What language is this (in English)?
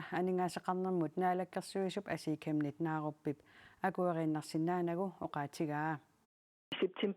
Kalaallisut